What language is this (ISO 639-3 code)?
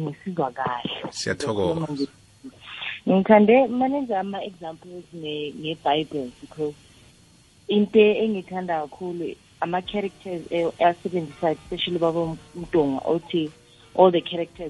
nbl